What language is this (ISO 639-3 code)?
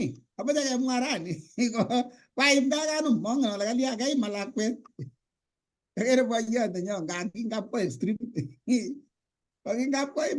kln